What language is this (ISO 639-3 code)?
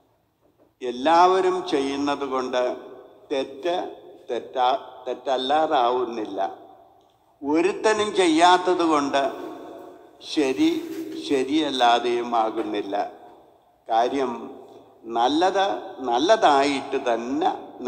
mal